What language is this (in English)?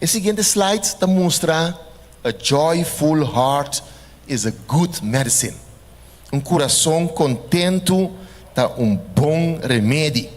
Papiamento